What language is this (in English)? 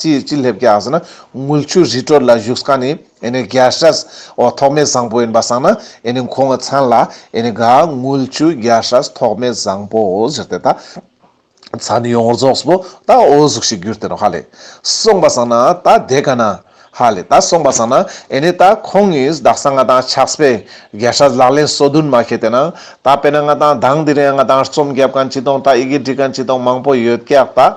Ladakhi